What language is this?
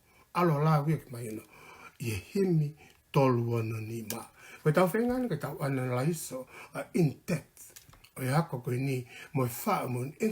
Tongan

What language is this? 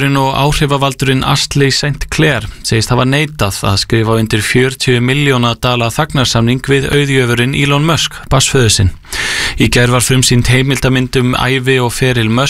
Icelandic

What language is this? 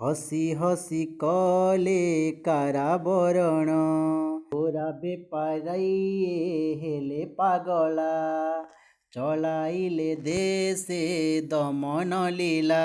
Odia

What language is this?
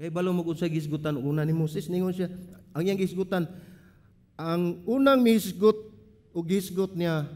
Cebuano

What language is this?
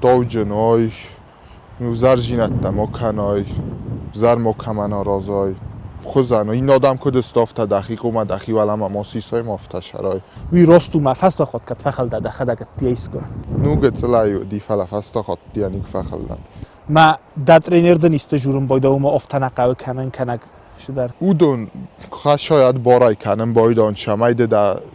Ossetic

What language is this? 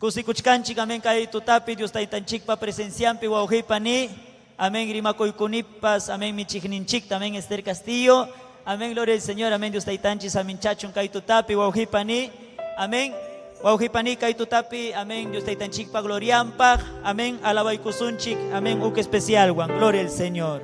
Ayacucho Quechua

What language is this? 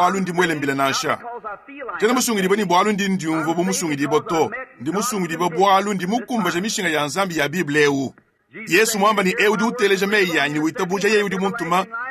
Luba-Lulua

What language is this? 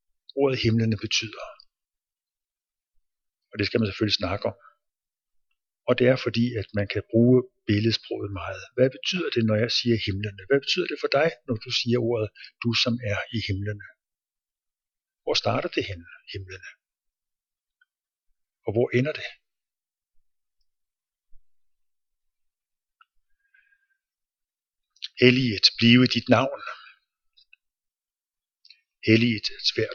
Danish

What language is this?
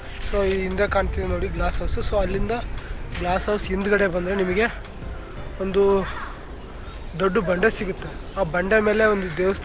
Kannada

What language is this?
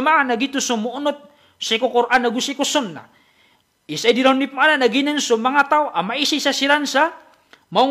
Maranao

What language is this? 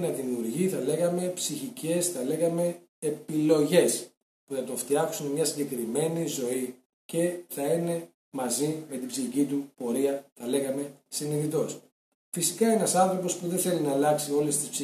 Greek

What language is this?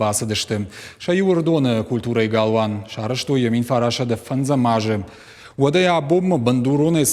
Ossetic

